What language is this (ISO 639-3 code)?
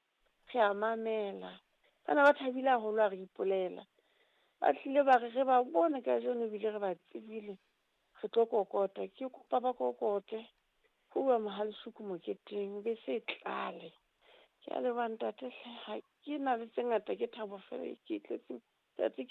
sot